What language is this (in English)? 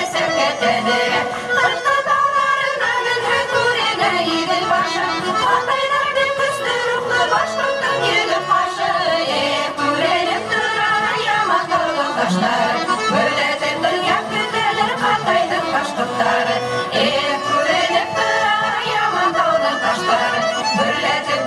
Bashkir